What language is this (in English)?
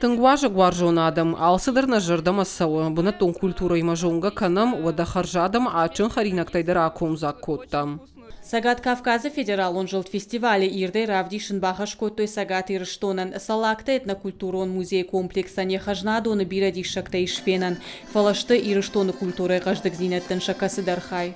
Ossetic